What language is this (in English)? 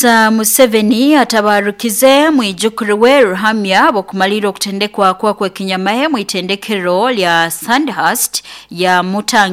Nyoro